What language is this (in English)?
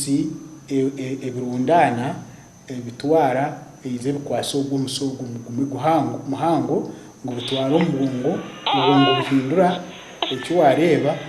Nyankole